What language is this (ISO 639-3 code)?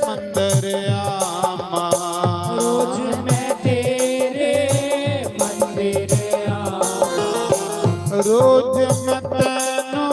doi